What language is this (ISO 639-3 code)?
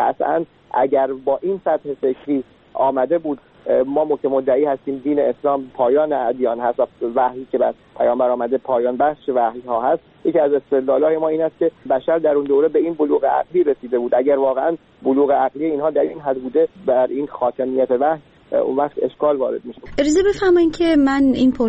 fas